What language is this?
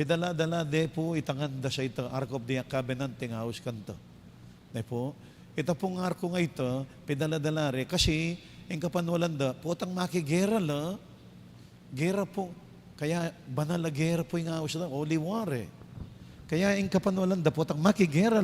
Pampanga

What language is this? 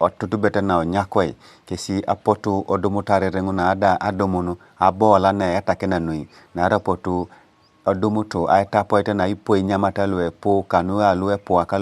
Teso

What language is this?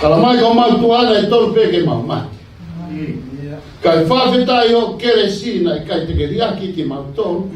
Tongan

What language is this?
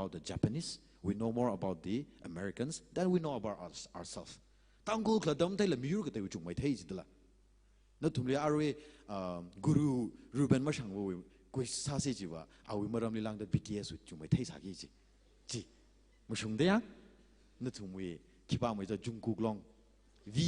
Tangkhul Naga (India)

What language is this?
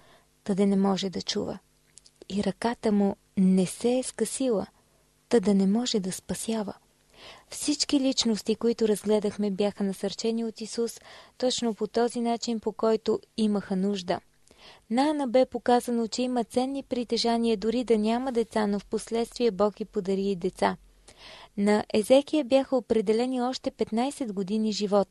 Bulgarian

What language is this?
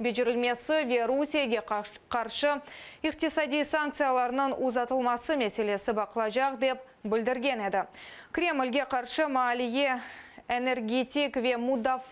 Crimean Tatar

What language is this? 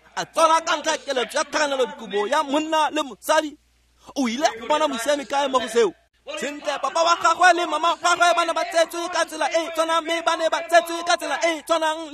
Tswana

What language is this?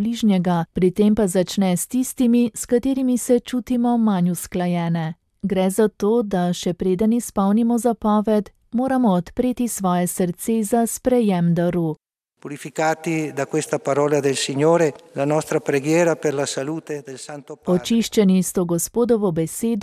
Slovenian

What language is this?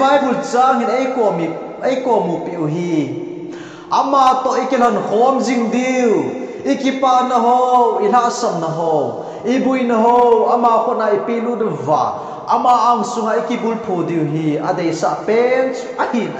Thado Chin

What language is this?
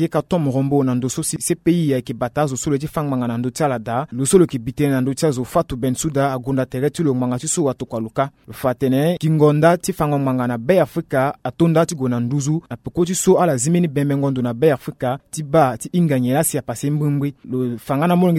Sango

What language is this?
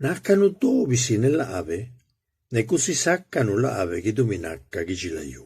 Zapotec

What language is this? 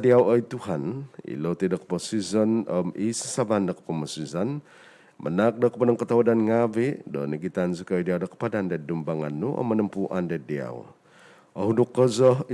Central Dusun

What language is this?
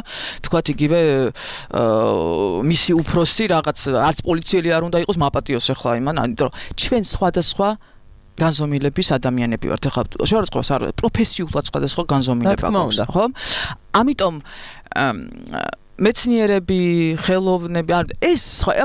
Georgian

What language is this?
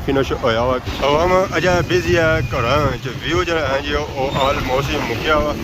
Pahari-Potwari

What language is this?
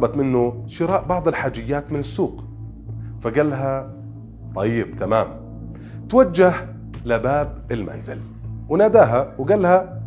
Arabic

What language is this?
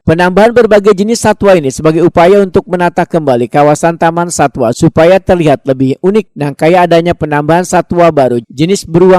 Banjar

